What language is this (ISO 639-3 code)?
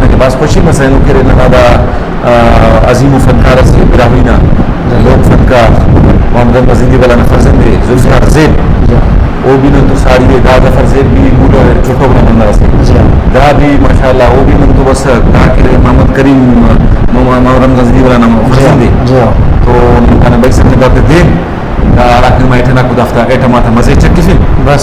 brh